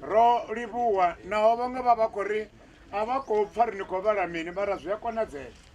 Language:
Venda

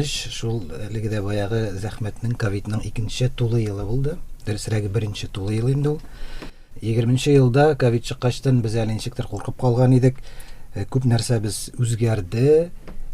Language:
Tatar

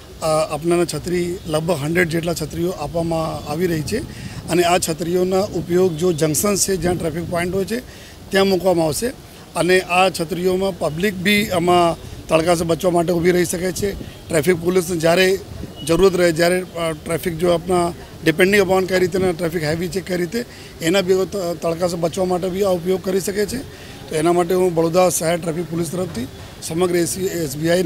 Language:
Gujarati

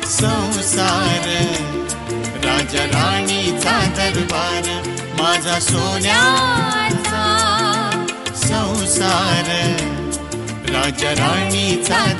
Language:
Marathi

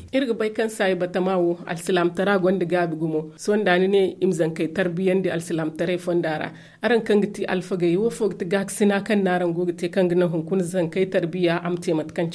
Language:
Zarma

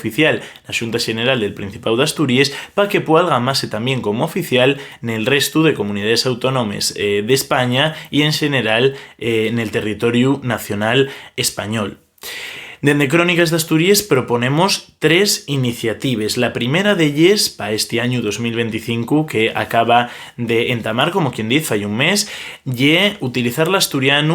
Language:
Asturian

